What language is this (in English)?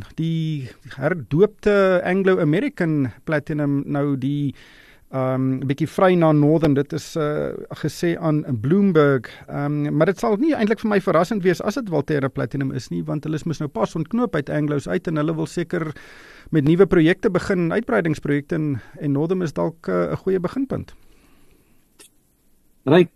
Afrikaans